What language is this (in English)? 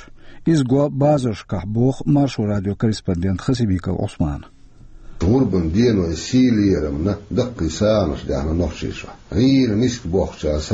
Chechen